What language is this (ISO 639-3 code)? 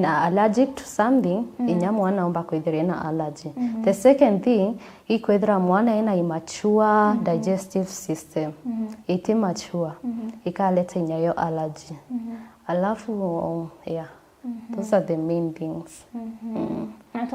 mer